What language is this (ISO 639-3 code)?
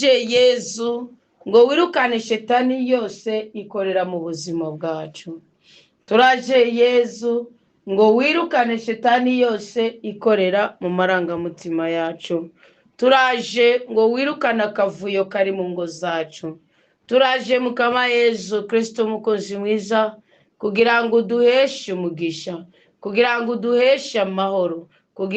run